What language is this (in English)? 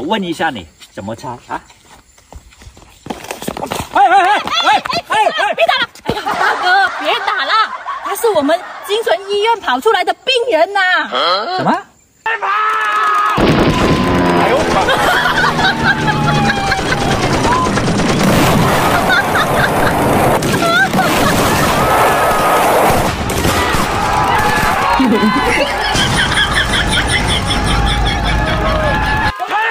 Chinese